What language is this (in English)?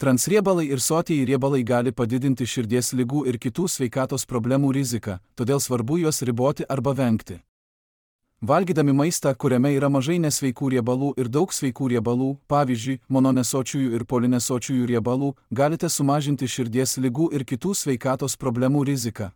Lithuanian